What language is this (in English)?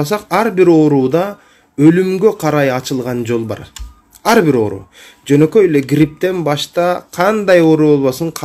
Kyrgyz